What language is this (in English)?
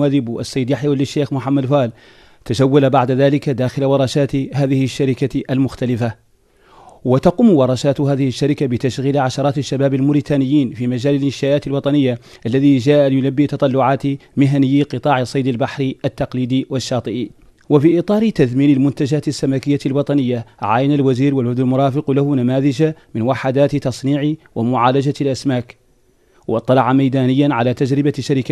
Arabic